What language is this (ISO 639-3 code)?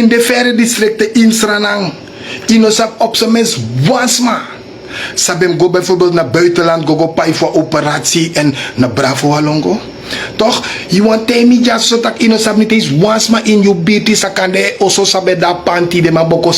srn